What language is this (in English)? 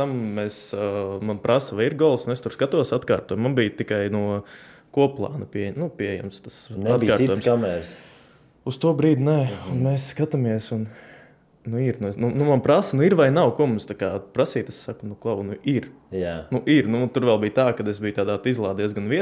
Latvian